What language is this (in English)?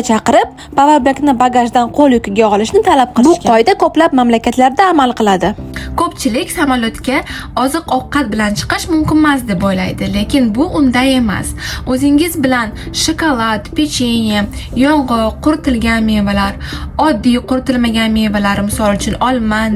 Uzbek